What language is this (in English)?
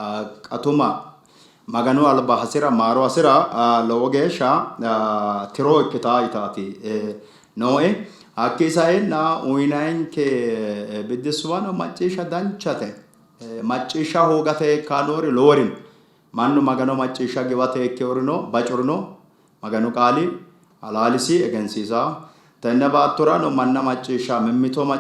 Sidamo